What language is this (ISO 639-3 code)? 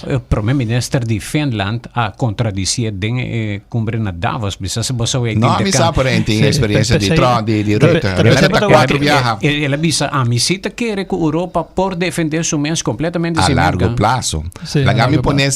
pap